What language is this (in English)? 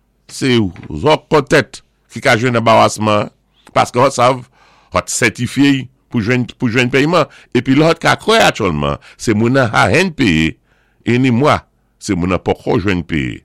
Saint Lucian Creole French